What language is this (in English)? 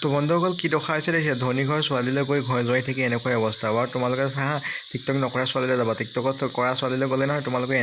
Assamese